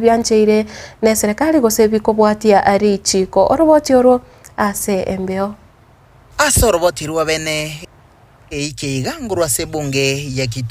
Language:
Gusii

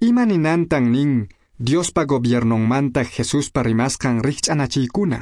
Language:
Quechua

